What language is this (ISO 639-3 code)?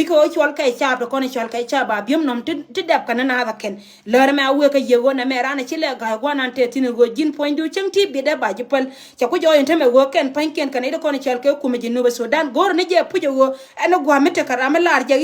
nus